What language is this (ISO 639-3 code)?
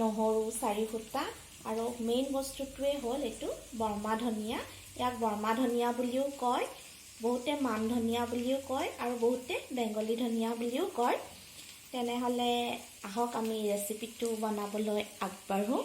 asm